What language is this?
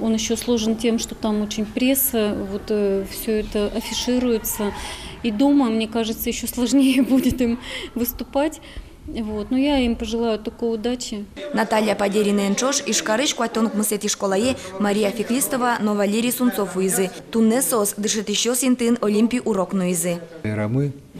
Udmurt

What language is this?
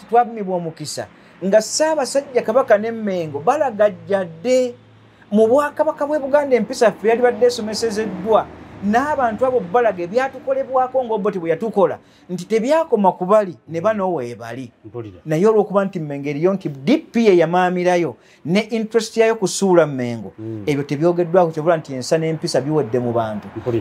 Ganda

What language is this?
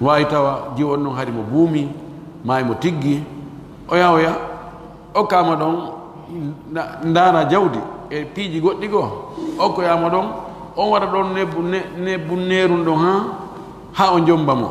Pular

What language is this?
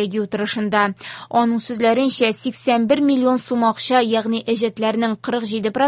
Tatar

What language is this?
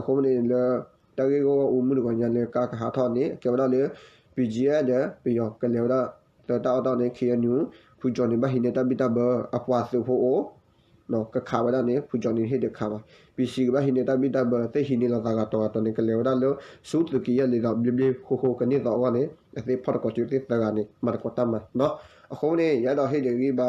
S'gaw Karen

